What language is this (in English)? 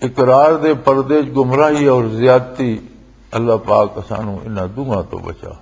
Western Panjabi